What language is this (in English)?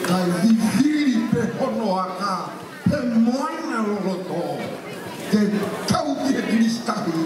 Tongan